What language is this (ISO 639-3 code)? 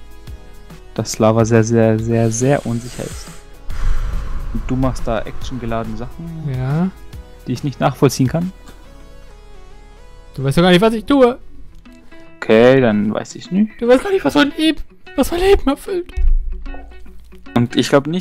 deu